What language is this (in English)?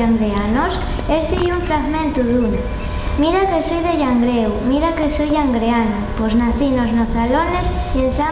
Asturian